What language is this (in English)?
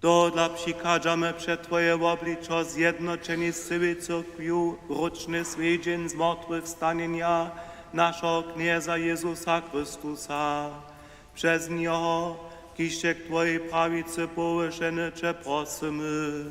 Upper Sorbian